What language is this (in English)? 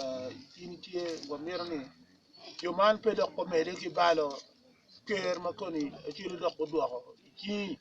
Acoli